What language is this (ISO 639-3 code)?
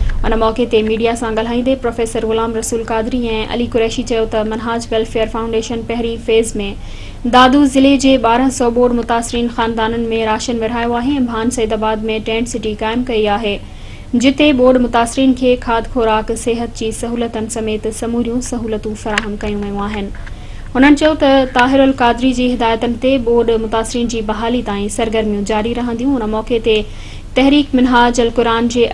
snd